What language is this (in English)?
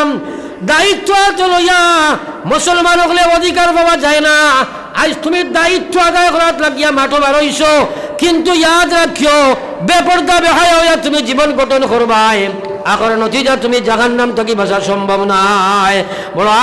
Sylheti